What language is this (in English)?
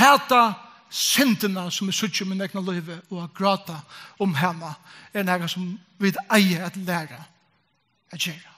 Faroese